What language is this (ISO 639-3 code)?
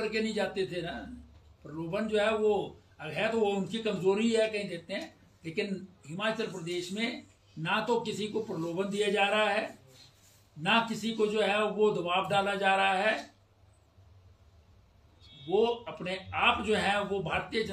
hin